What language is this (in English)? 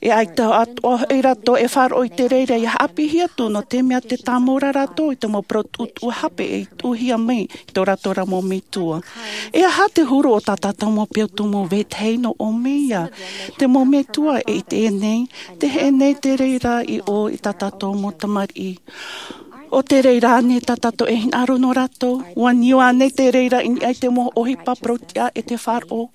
Tahitian